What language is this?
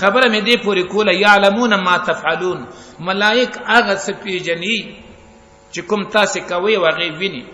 Pashto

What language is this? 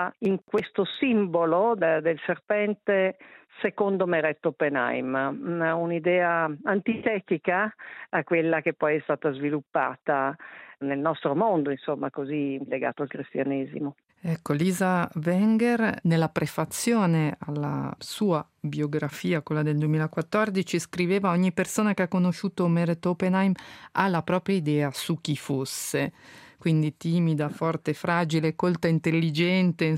Italian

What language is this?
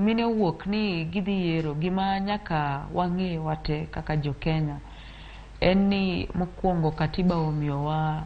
Luo (Kenya and Tanzania)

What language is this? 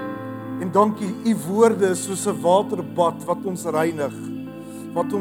Afrikaans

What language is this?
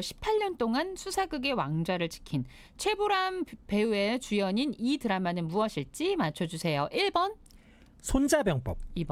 Korean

